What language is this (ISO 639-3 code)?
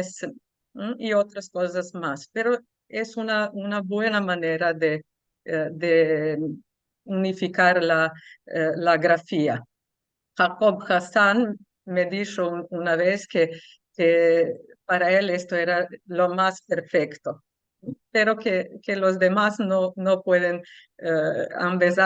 lad